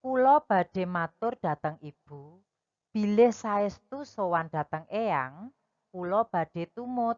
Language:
Javanese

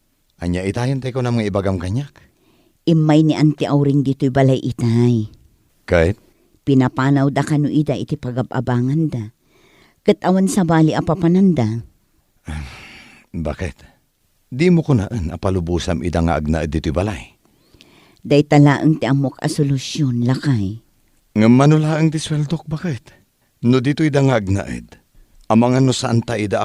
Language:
Iloko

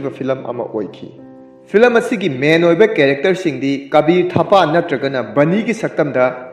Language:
Manipuri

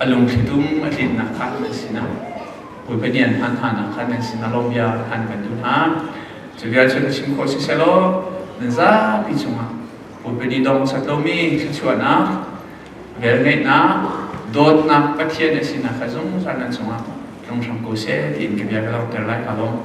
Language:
Hakha Chin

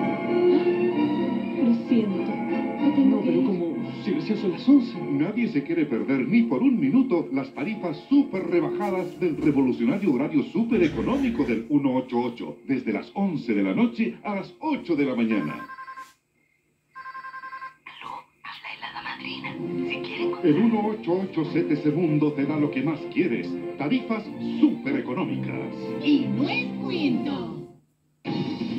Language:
Spanish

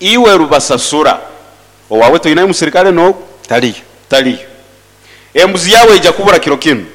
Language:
Nyoro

